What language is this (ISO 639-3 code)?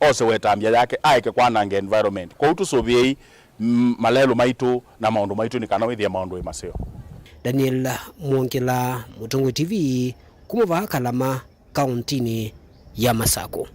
kam